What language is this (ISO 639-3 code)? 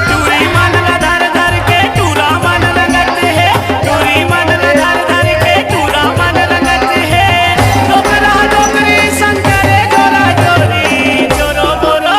hne